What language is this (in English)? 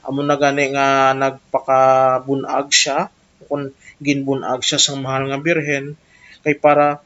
Hiligaynon